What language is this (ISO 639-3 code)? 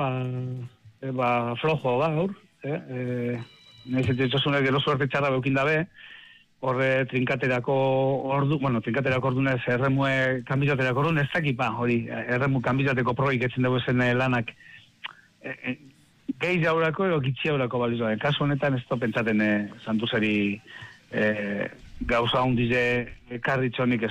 eus